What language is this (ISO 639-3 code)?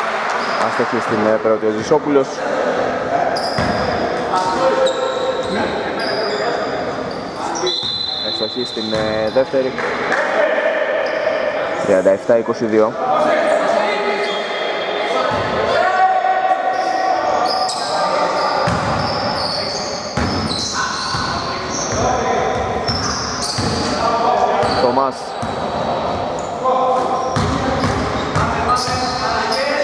ell